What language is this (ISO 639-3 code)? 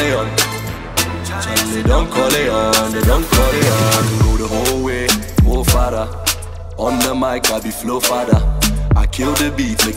eng